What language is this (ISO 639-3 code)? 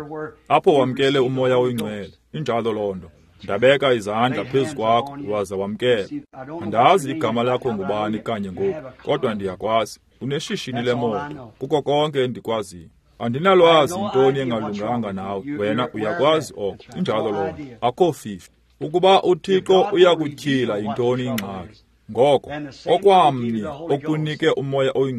xho